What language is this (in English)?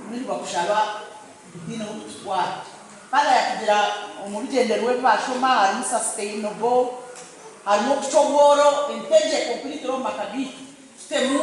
Nyankole